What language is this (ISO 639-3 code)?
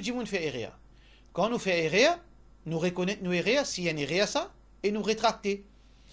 mfe